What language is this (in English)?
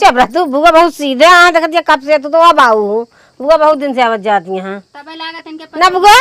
Awadhi